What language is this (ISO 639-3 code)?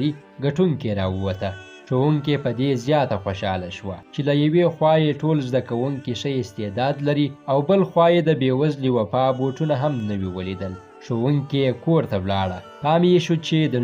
pus